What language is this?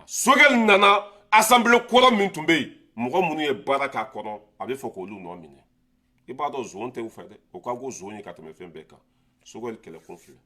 Bambara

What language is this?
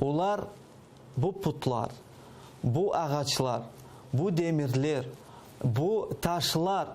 Crimean Tatar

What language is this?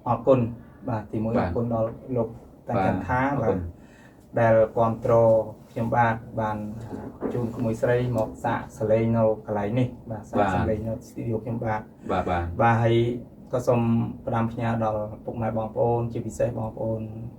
Khmer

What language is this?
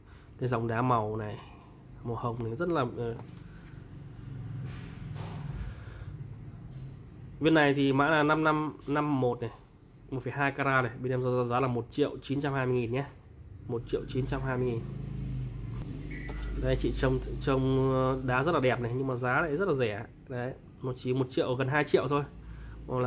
Vietnamese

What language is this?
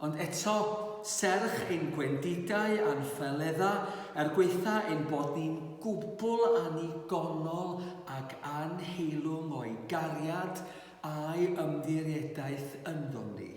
Welsh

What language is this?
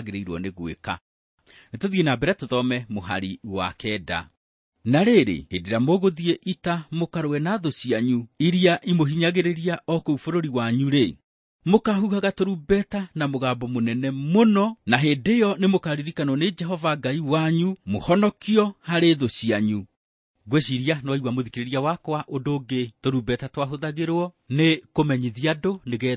Kikuyu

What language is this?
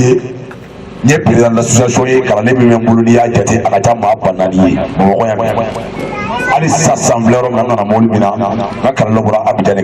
Bambara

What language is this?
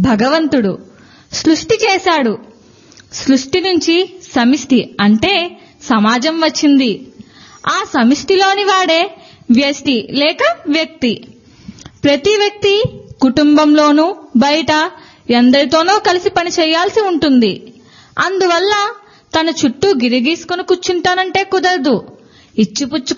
Telugu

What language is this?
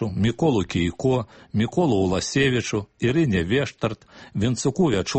Belarusian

